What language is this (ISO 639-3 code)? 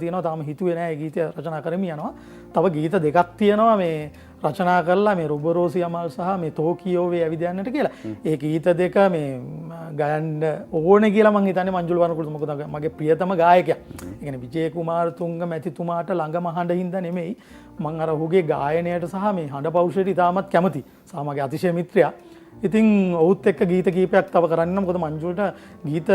sin